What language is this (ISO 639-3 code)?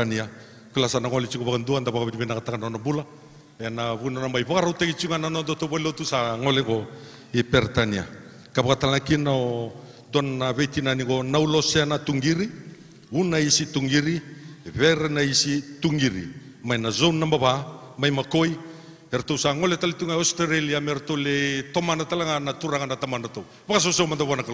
fij